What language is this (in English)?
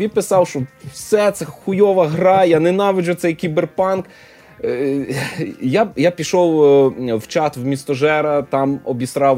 Ukrainian